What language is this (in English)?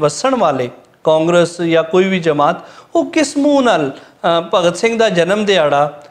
Western Panjabi